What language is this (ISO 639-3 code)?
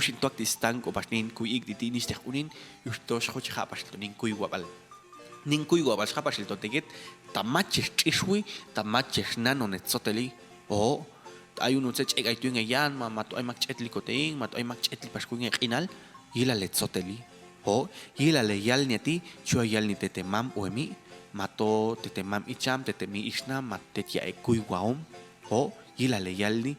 jac